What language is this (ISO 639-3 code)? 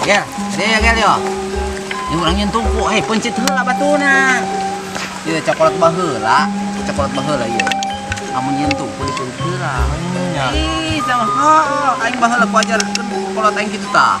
sun